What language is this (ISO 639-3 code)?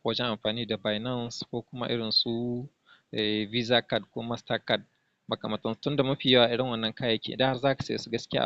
hau